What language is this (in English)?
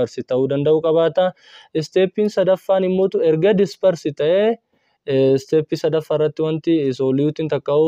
Oromo